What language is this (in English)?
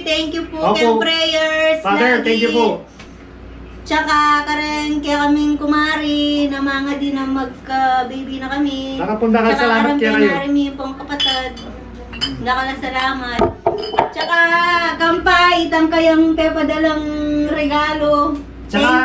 Pampanga